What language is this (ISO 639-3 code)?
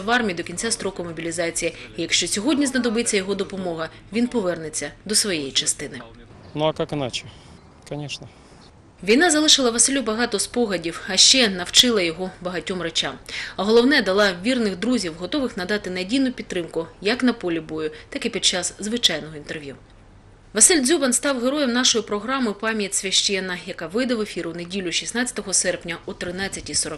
ukr